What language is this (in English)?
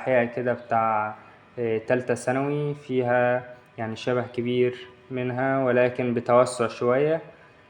Egyptian Arabic